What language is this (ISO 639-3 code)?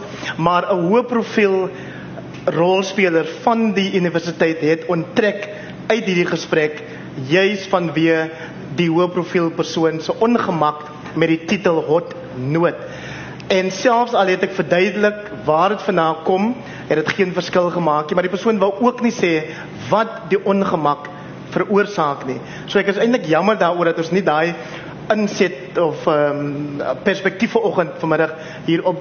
afr